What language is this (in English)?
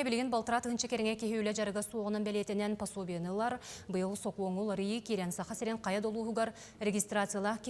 Yakut